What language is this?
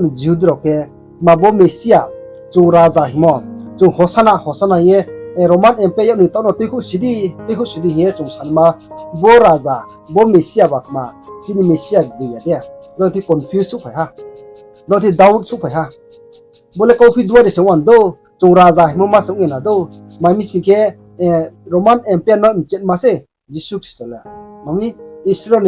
Riang (India)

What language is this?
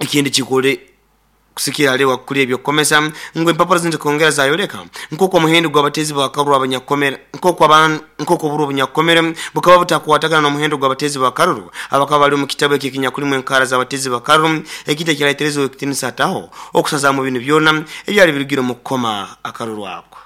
Nyoro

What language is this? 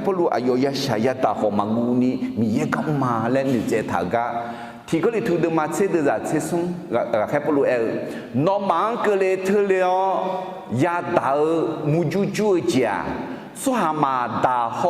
Akha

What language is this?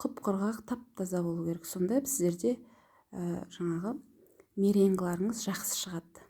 Kazakh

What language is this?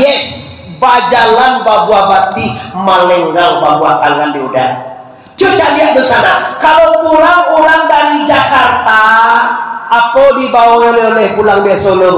Minangkabau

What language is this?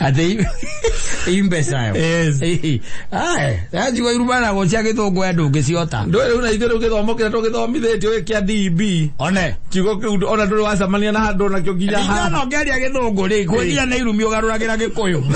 Kikuyu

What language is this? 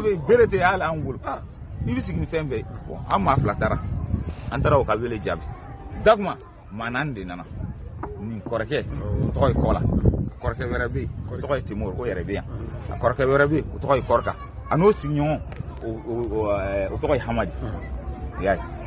Bambara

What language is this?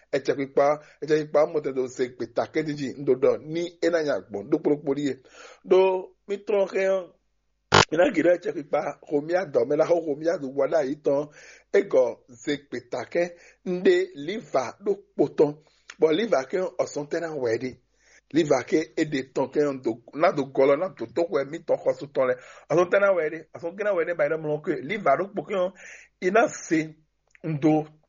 Fon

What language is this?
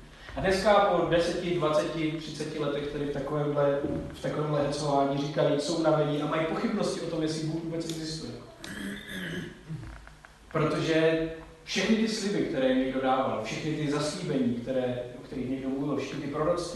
Czech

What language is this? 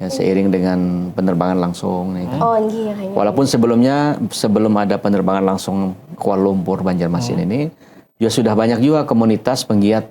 Banjar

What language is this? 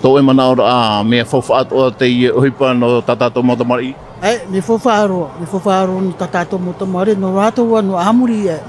Tahitian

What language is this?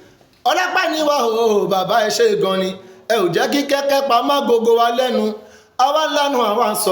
Yoruba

